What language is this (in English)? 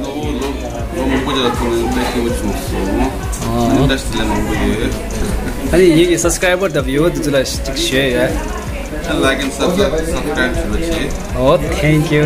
Tibetan